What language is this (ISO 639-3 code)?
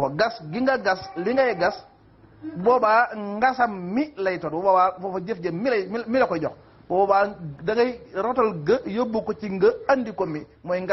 wol